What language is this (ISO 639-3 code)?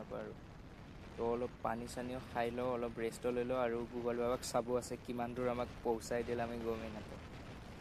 asm